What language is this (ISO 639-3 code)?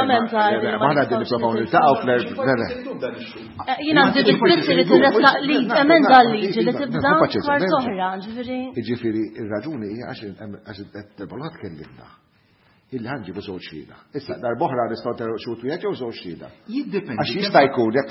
mlt